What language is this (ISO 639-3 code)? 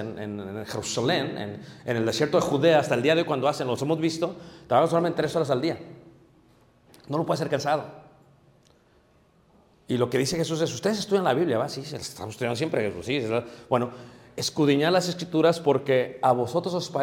spa